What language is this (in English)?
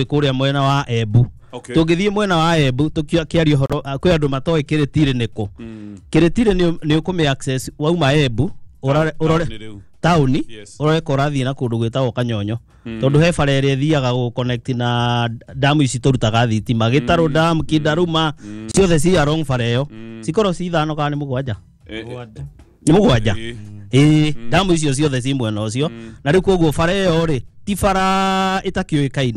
Kikuyu